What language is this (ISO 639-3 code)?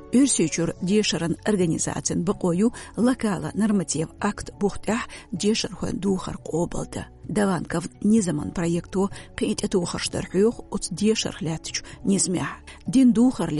che